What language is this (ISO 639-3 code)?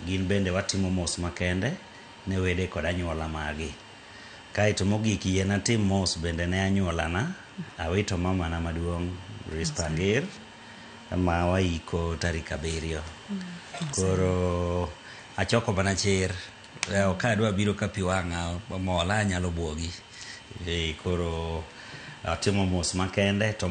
luo